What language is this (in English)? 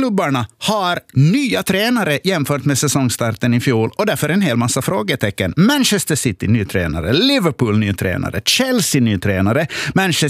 Swedish